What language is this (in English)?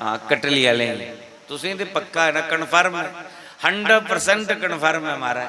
Dogri